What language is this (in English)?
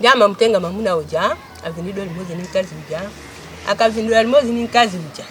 Nyanja